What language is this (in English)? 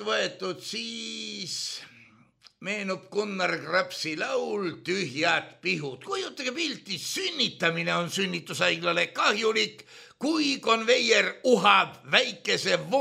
Estonian